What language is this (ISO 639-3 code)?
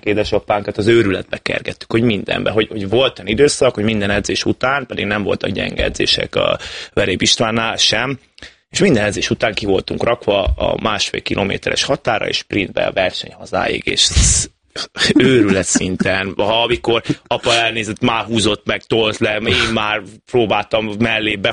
hun